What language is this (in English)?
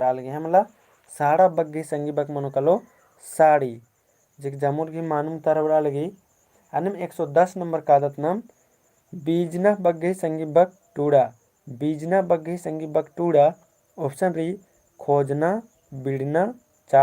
Kurukh